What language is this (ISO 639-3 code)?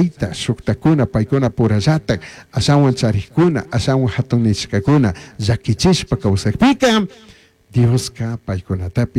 qug